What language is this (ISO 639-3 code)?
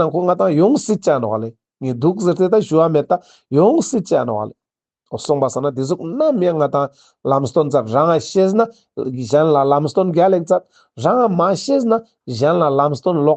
lbj